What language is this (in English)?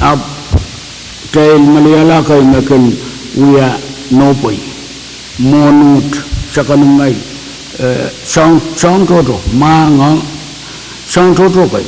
Pohnpeian